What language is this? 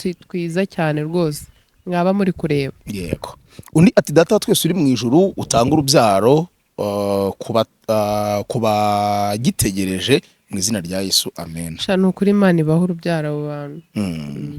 Kinyarwanda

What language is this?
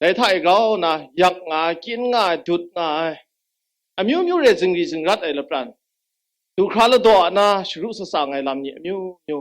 Kachin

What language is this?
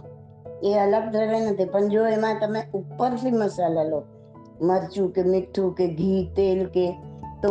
Gujarati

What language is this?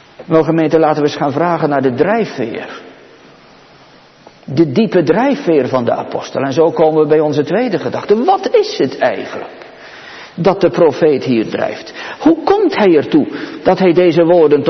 Dutch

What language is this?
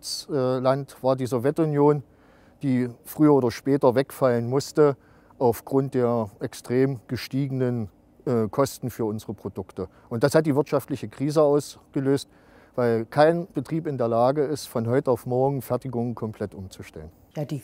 German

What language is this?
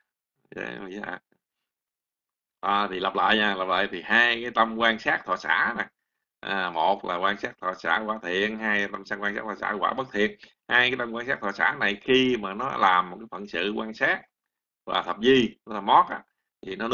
Vietnamese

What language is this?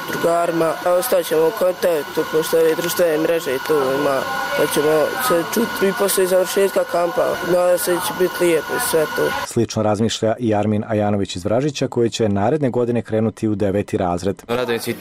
Bosnian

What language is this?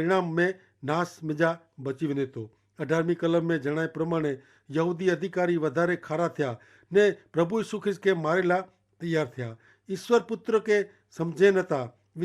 Kachhi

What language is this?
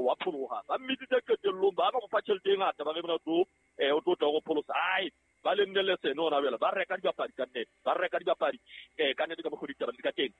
Southern Sotho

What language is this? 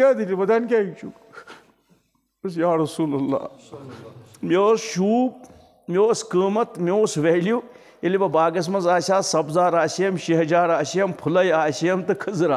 Kashmiri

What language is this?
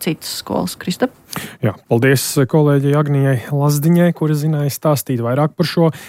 Latvian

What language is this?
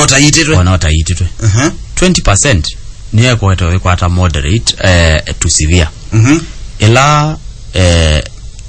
Kamba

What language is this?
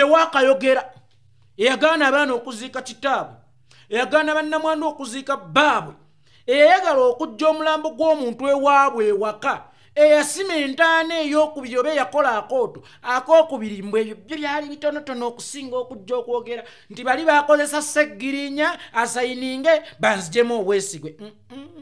Ganda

